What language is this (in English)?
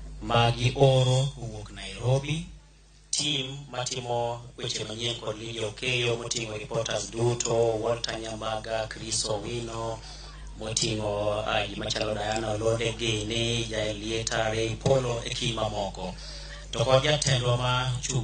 Luo (Kenya and Tanzania)